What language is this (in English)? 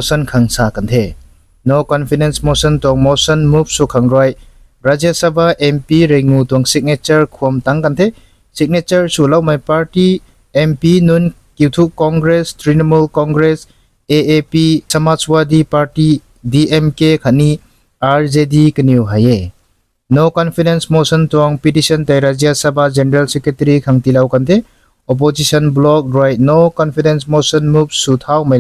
Rongmei Naga